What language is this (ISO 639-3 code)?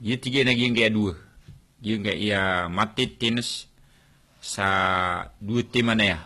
mrw